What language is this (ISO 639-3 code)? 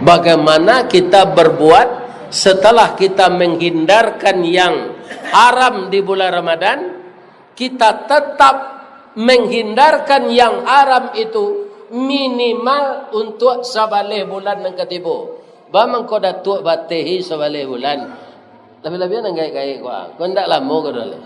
min